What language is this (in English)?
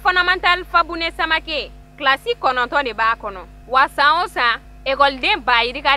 Bambara